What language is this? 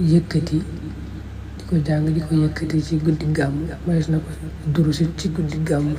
Wolof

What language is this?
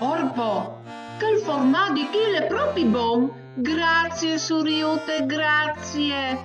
Friulian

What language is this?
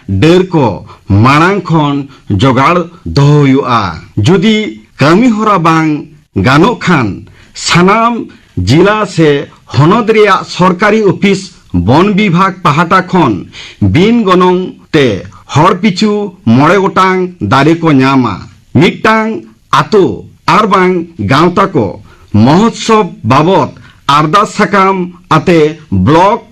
Santali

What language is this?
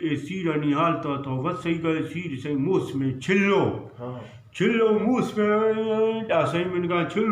Eastern Balochi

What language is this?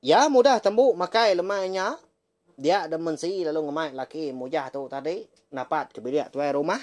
Iban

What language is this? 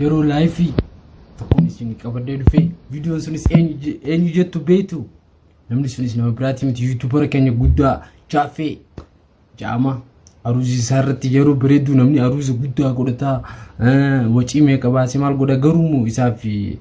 Oromo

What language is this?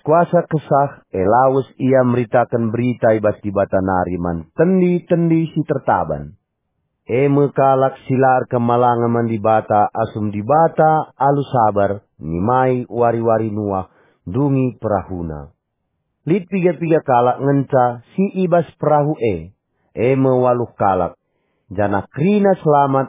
Batak Karo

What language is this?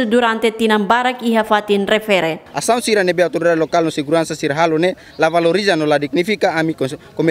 Tetum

